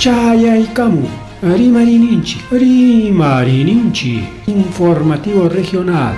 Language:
Ayacucho Quechua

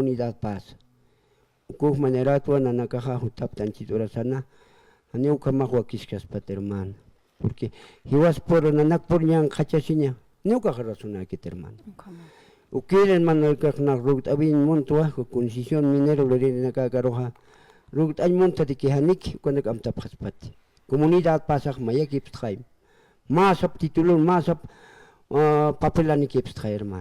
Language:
Aymara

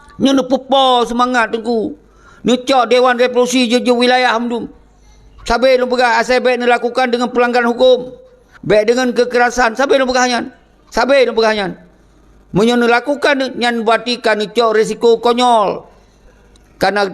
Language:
Achinese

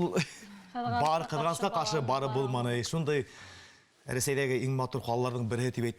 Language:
Bashkir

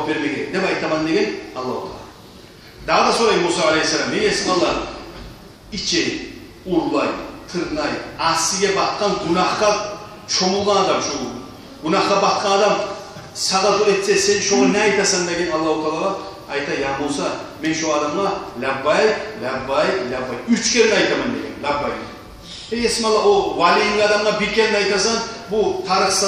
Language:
Kumyk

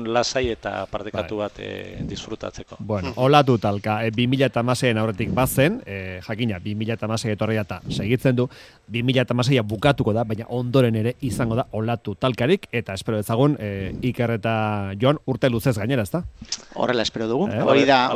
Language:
Basque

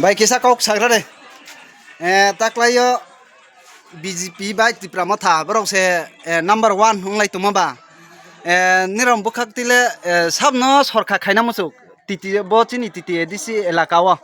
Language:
Riang (India)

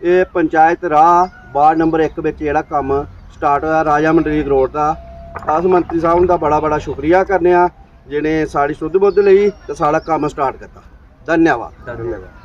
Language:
Dogri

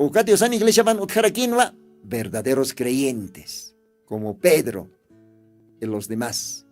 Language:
Aymara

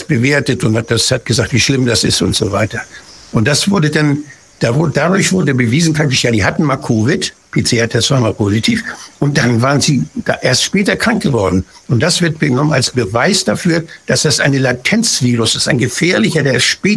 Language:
German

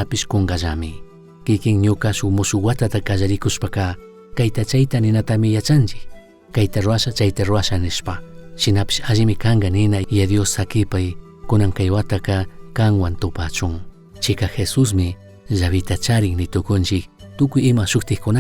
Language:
Chimborazo Highland Quichua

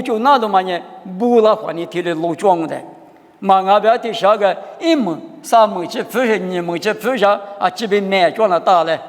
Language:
Lisu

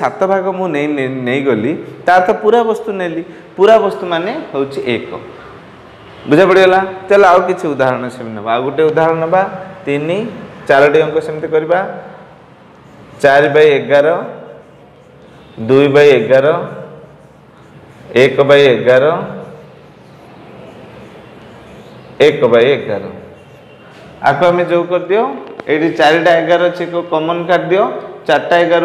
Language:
Odia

